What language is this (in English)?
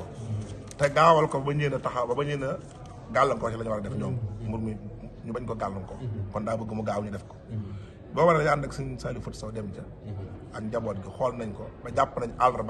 Wolof